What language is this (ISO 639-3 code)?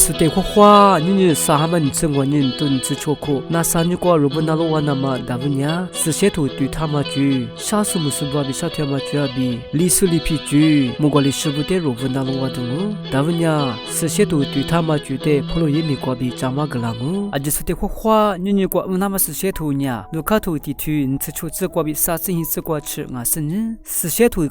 lis